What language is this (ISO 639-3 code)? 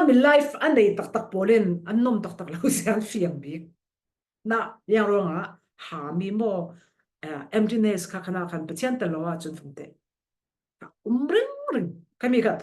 cfm